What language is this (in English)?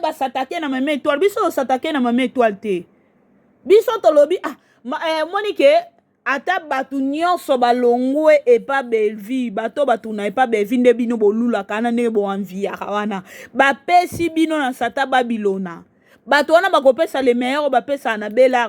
Lingala